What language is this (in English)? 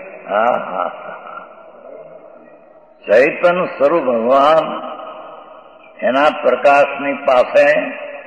Gujarati